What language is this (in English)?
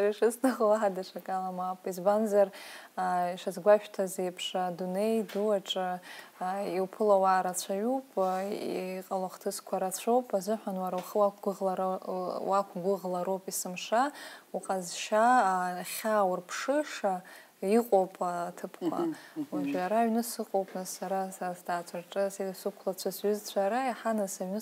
Abkhazian